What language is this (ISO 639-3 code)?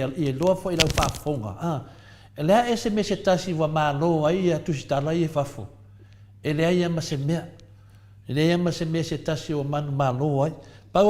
smo